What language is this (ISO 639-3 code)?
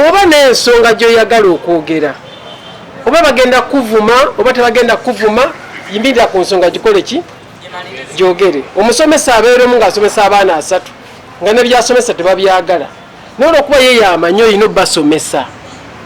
lug